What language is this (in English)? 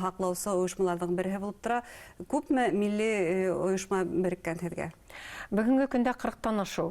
Bashkir